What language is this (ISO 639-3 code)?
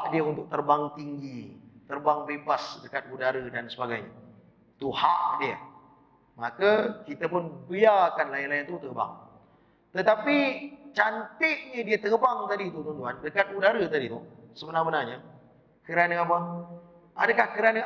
msa